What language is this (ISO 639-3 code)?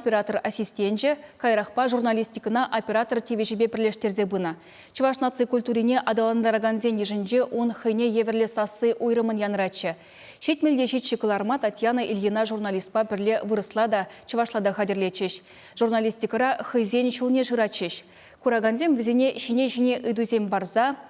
chv